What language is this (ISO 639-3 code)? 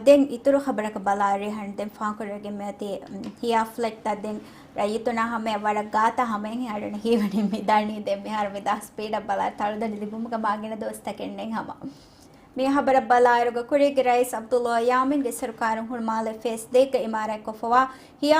div